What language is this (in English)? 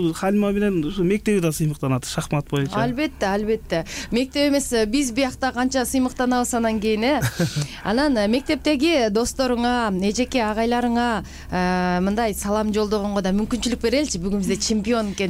Kyrgyz